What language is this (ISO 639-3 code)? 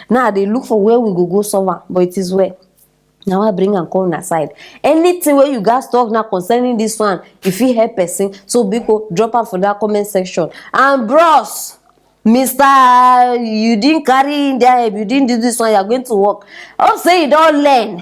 pcm